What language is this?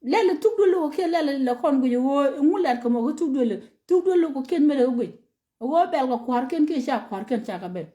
Nuer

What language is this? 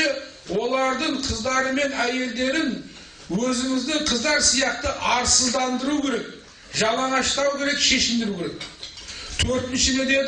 Kazakh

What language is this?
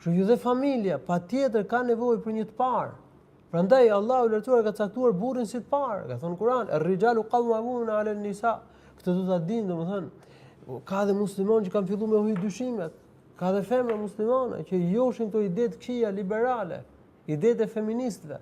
Albanian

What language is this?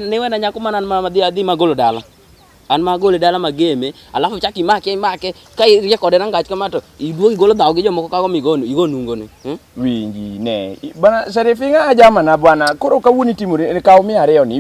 Luo (Kenya and Tanzania)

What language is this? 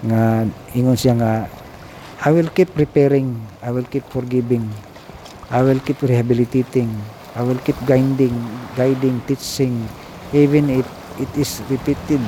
Cebuano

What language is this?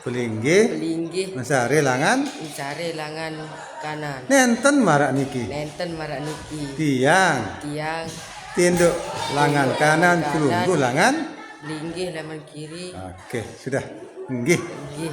Sasak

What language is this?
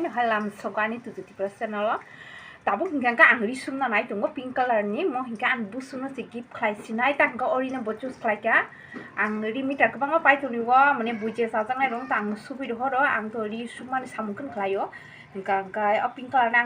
Kok Borok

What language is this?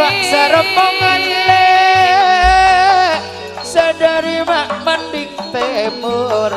Madurese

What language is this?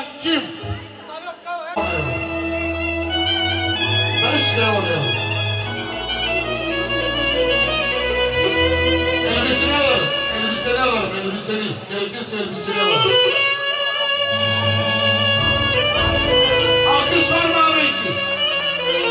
Turkish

